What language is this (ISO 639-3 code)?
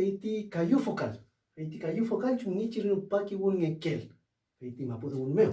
arn